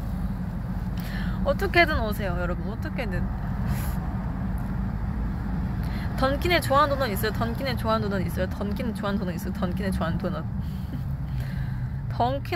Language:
Korean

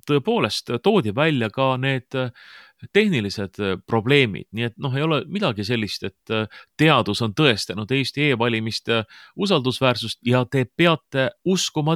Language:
Estonian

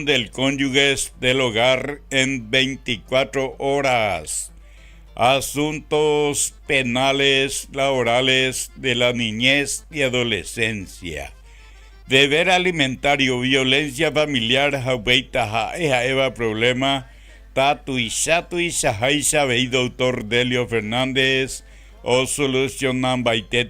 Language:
Guarani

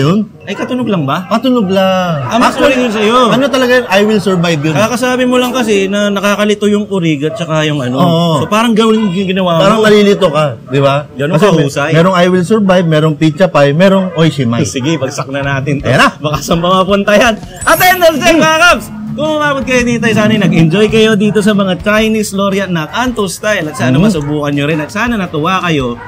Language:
Filipino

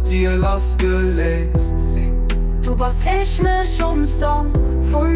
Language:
Luxembourgish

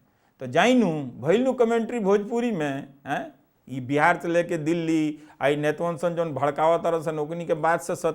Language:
Bhojpuri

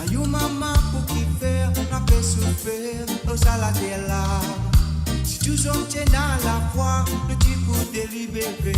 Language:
Morisyen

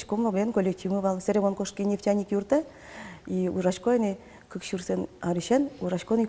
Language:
Udmurt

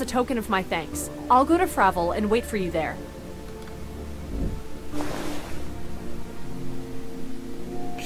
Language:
Czech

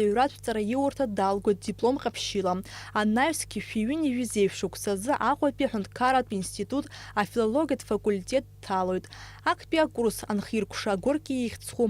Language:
Abkhazian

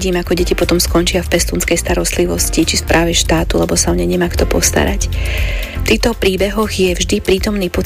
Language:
Slovak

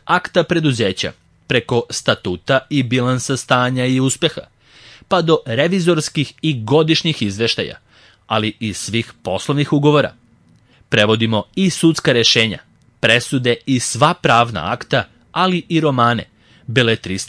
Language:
Serbian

